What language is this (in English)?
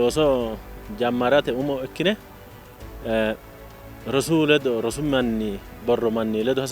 Sidamo